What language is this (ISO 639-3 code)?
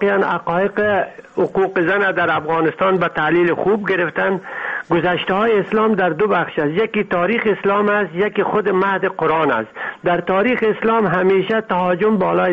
fas